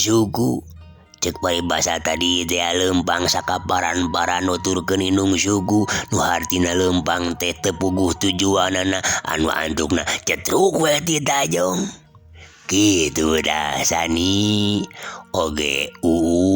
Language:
Sundanese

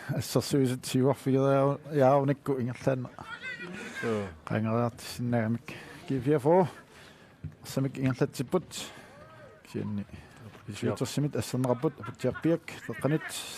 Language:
Kalaallisut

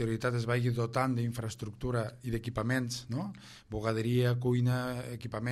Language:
Catalan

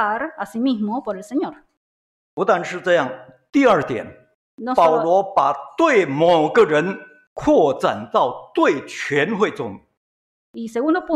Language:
Chinese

